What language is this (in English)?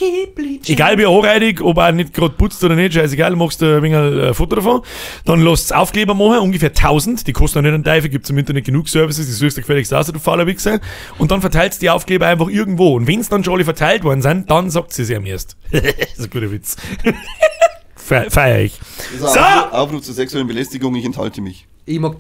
Bavarian